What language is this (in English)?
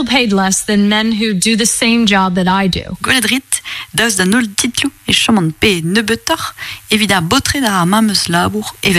Breton